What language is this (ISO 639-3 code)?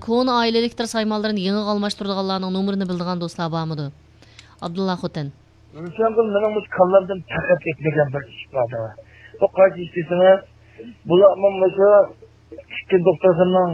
uig